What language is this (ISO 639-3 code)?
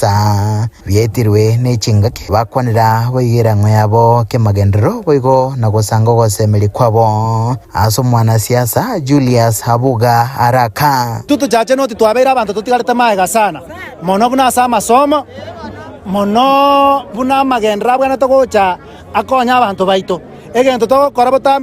guz